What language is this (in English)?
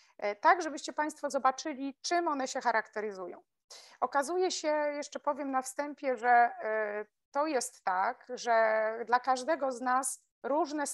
Polish